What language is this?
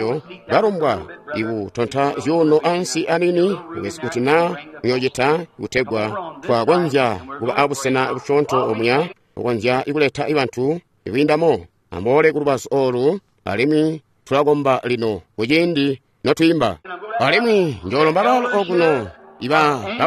Tonga (Zambia)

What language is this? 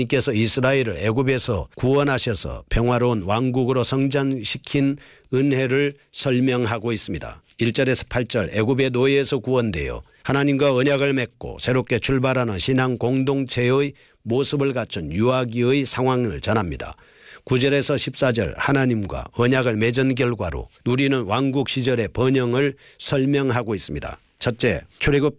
Korean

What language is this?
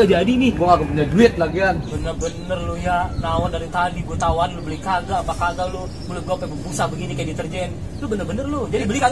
Betawi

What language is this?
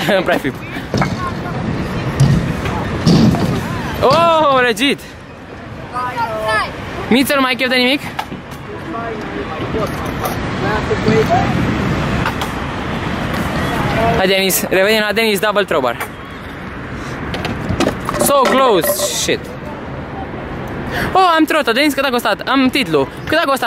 Romanian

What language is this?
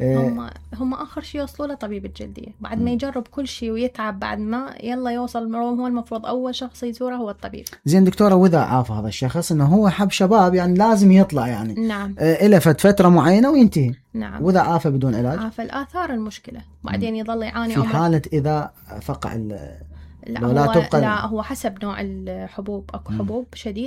Mesopotamian Arabic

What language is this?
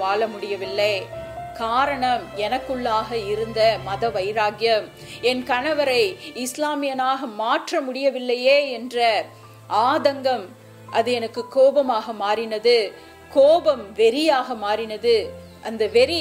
Tamil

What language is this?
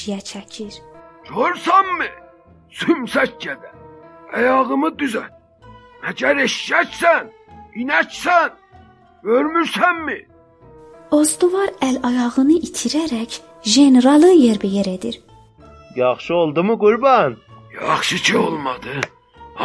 South Azerbaijani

